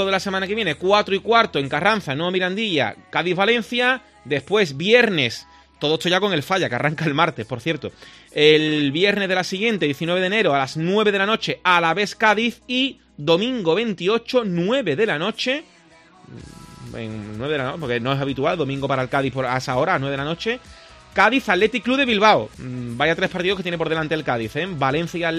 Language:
Spanish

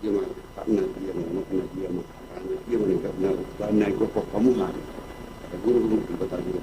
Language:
Batak Toba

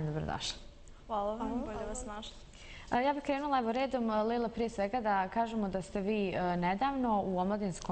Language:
Bosnian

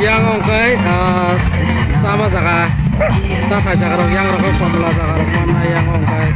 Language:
Kok Borok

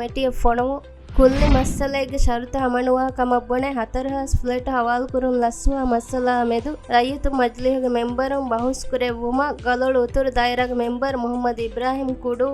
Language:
Divehi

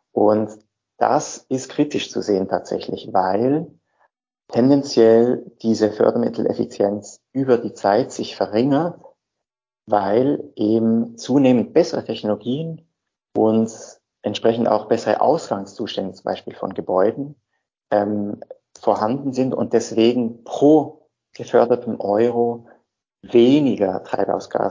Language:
German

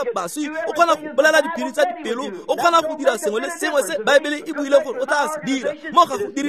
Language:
Tswana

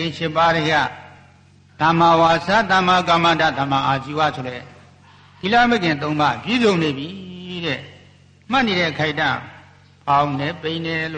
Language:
Burmese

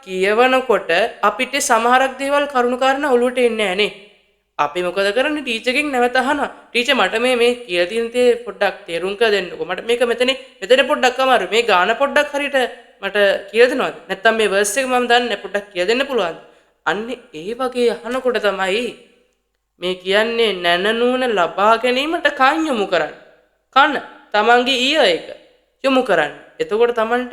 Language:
Sinhala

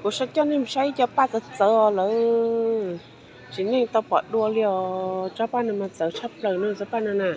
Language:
Hmong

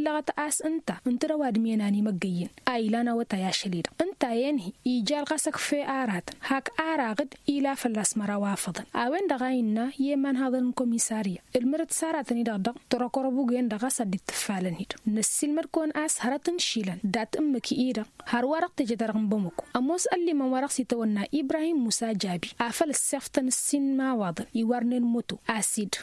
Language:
Tamasheq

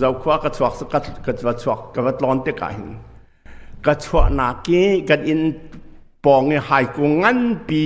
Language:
Hakha Chin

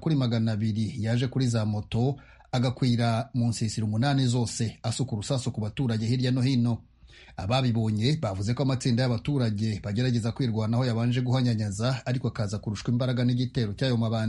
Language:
Kinyarwanda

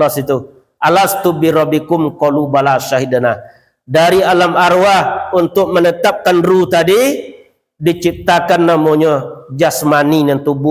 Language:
Minangkabau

